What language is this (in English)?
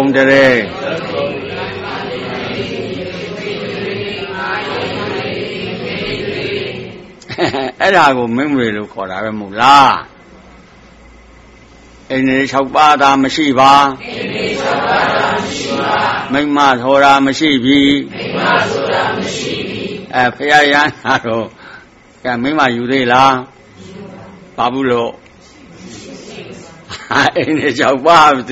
Burmese